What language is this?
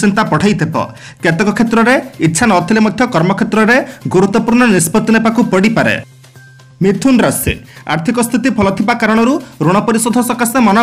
Odia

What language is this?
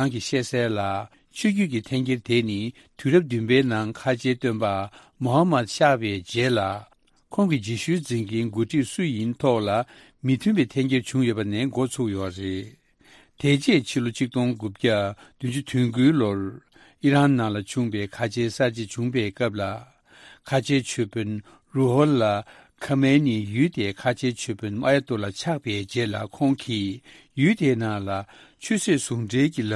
Tibetan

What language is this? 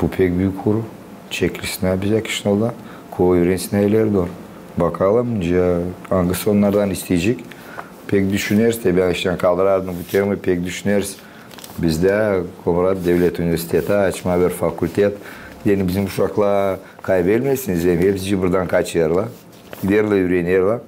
Gagauz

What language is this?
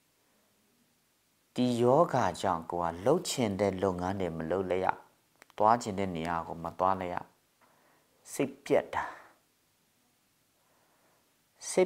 Burmese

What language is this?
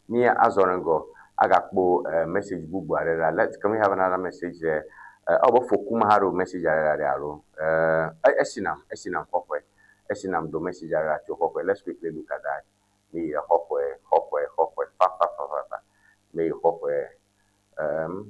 Ewe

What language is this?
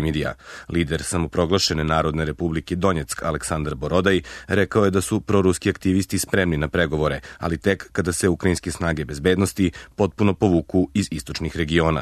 Serbian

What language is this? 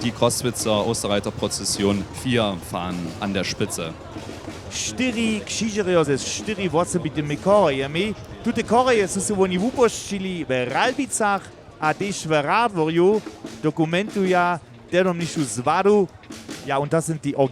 Upper Sorbian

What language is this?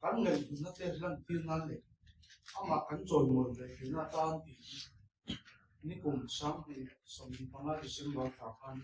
Mizo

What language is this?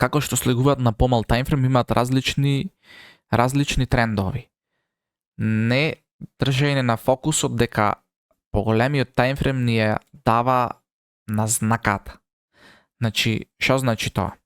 Macedonian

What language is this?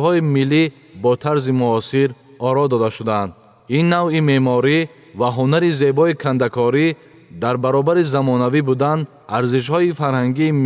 Tajik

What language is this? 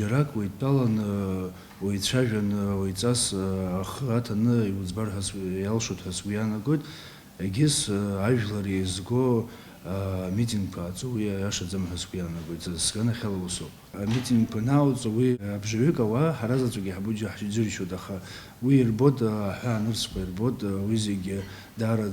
Abkhazian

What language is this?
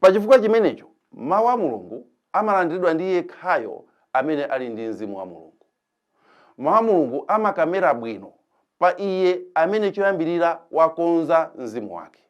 Nyanja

